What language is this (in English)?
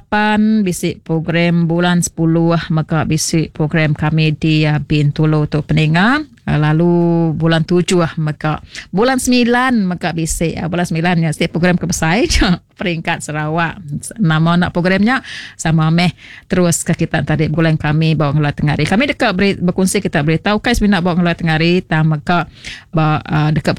Iban